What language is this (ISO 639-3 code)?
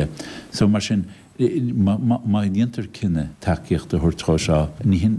gle